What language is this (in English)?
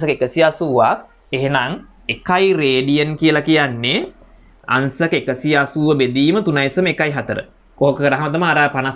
Sinhala